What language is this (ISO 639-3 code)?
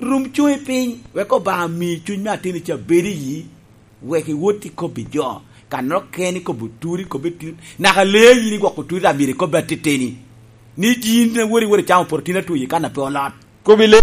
laj